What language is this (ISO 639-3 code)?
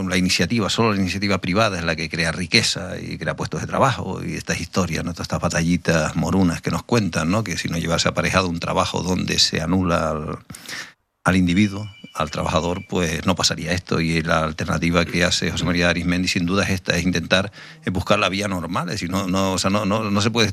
spa